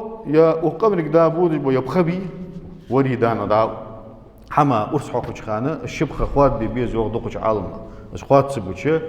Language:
Ingush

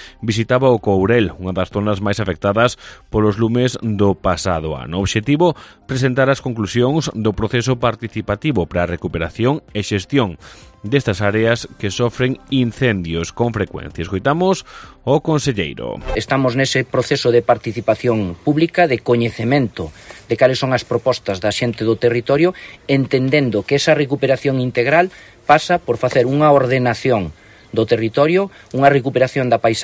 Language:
Galician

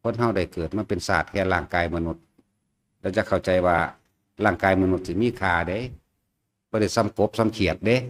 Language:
Northeastern Thai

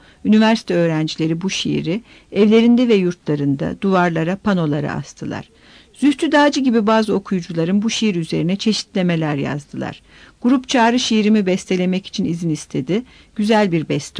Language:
Turkish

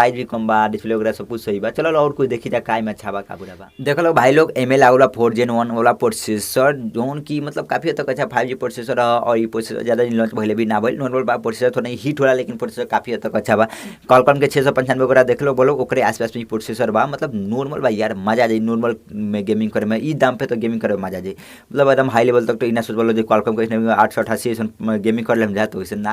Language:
Bhojpuri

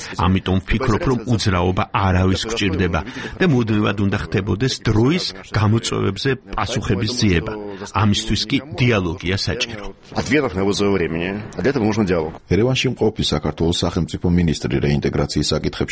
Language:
Georgian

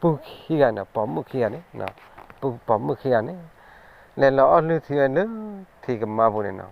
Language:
S'gaw Karen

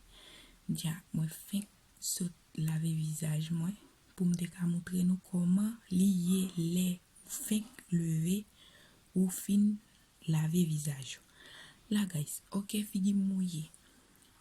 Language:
Haitian Creole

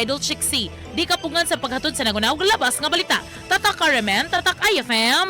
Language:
Cebuano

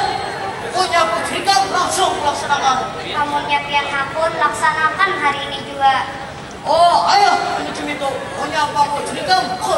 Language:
Banjar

